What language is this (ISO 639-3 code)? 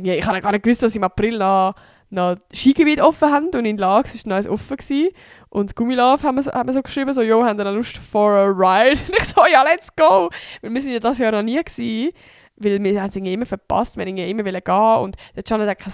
gsw